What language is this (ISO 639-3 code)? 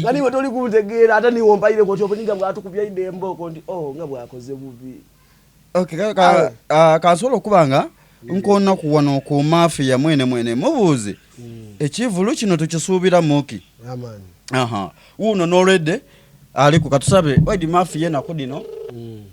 xog